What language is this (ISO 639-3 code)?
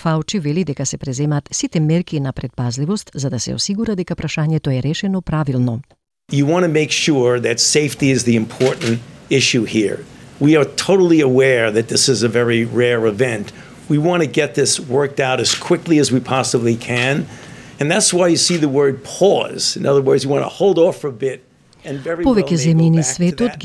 mkd